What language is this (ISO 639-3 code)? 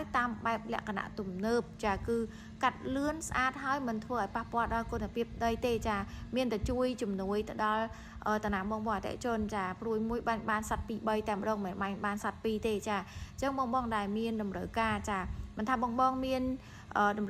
khm